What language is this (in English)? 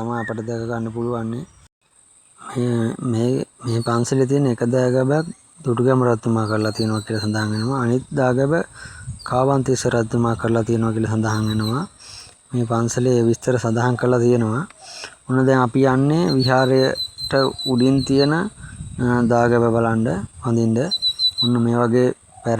Sinhala